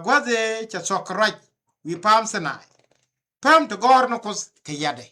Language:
Nuer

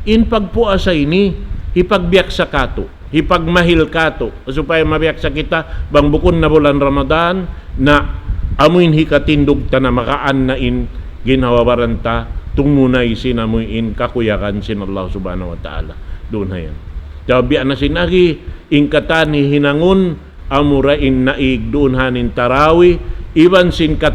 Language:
Tausug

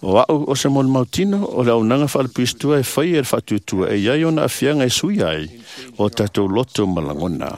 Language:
Samoan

